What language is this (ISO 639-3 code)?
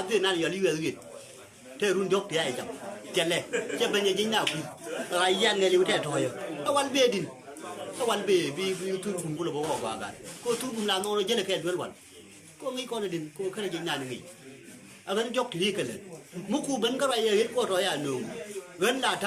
nus